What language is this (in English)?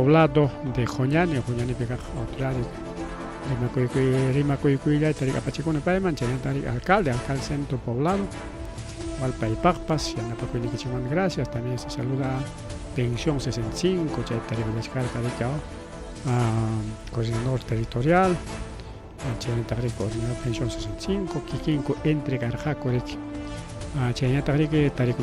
Ayacucho Quechua